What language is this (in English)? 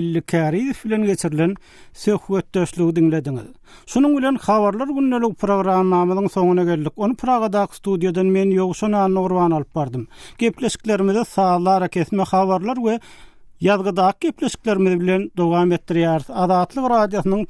Turkmen